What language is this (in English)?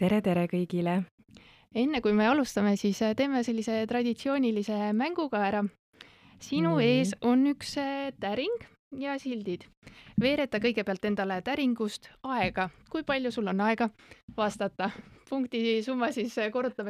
Estonian